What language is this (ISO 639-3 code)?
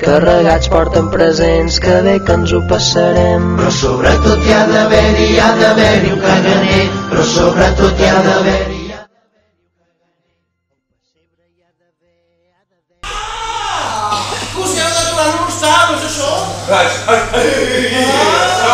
cat